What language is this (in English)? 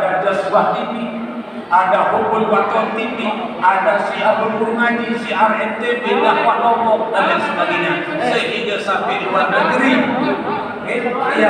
Sasak